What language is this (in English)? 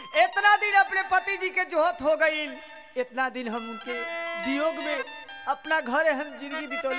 Bhojpuri